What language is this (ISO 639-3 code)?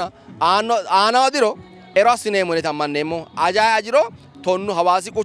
sid